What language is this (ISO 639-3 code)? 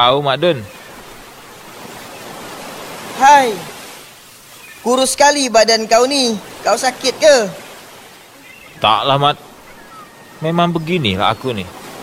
msa